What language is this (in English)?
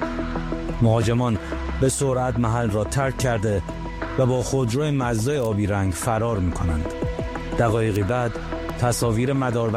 Persian